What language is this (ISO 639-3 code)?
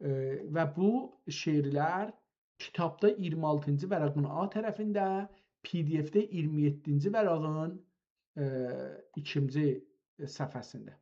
azb